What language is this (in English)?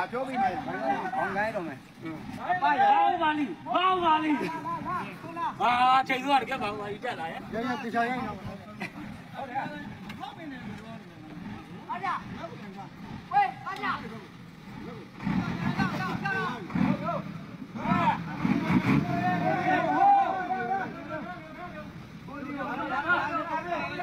Burmese